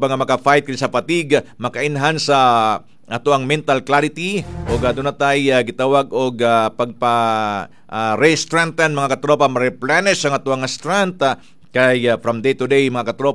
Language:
Cebuano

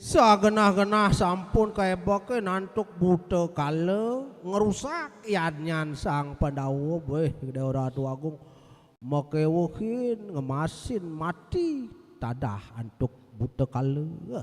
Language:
Balinese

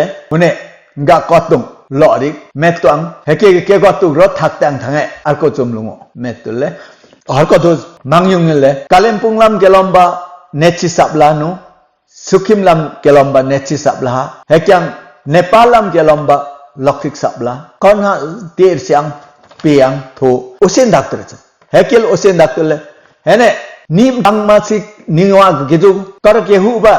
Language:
Limbu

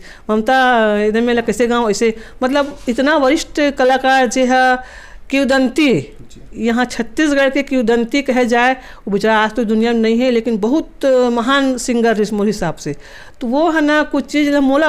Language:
Chhattisgarhi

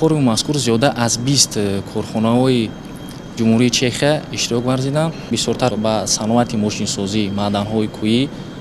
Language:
Tajik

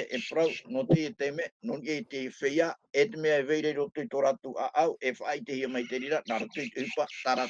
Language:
Tahitian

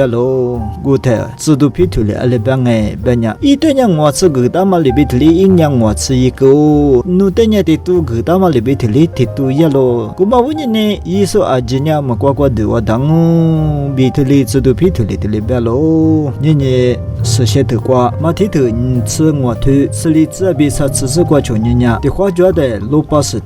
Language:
Lisu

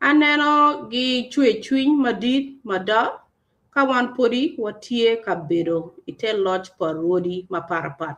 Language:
Acoli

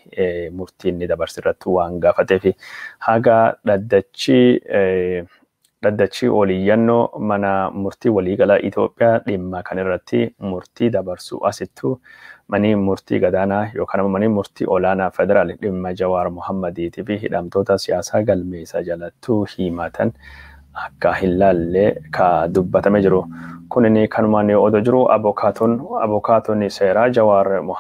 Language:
Oromo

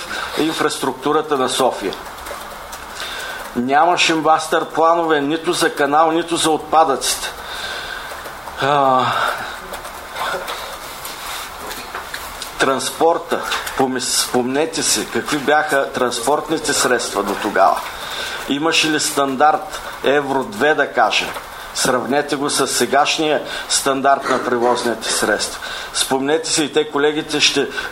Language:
Bulgarian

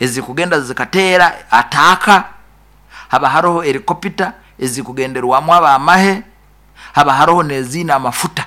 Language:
Nyoro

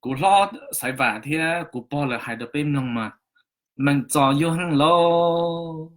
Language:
Hmong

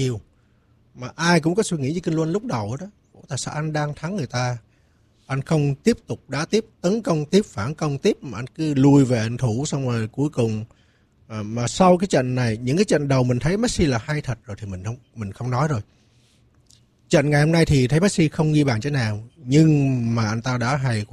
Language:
Vietnamese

